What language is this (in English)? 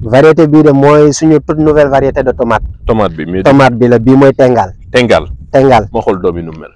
Wolof